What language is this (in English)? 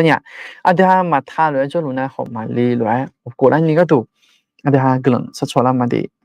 Akha